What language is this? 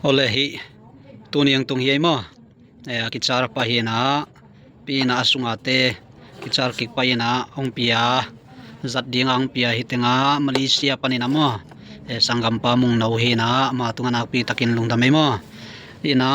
Tedim Chin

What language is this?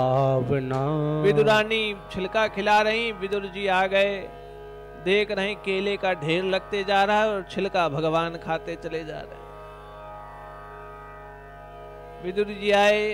Hindi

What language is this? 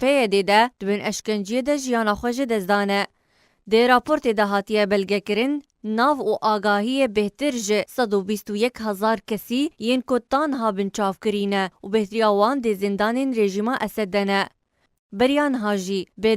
Kurdish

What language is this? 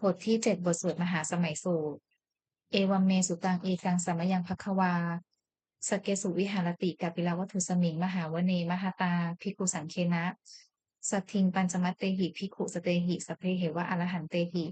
Pali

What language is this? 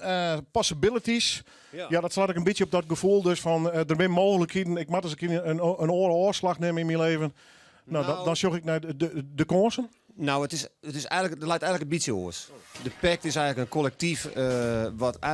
Western Frisian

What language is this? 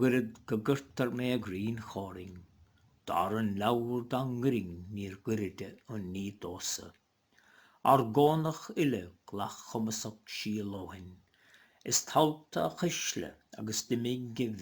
Irish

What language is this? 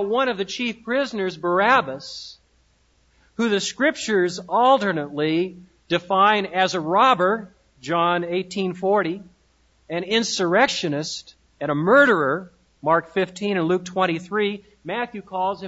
English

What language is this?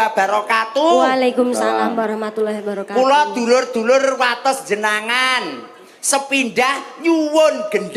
Javanese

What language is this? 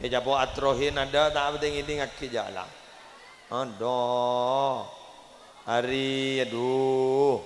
Madurese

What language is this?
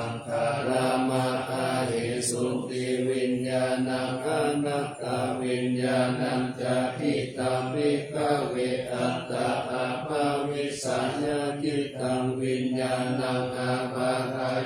Pali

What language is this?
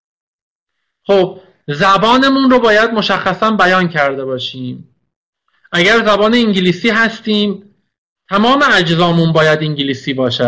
Persian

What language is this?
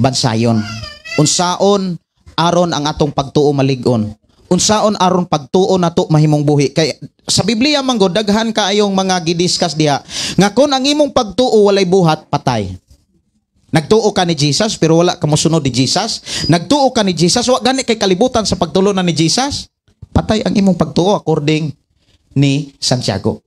Cebuano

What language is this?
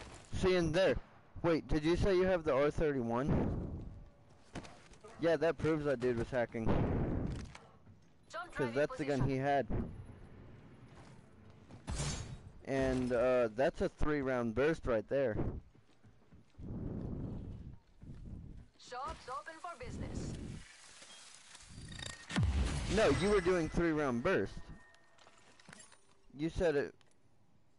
English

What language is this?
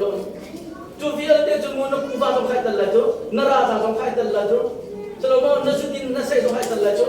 Hakha Chin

